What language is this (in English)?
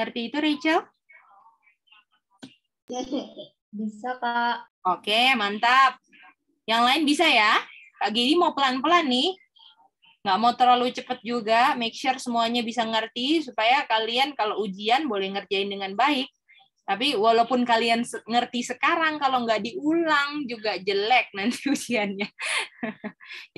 Indonesian